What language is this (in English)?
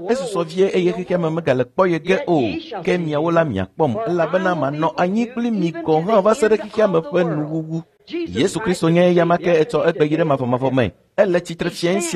Ewe